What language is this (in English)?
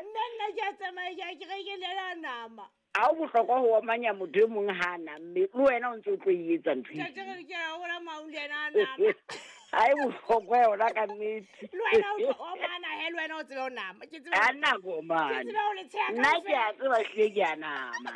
Southern Sotho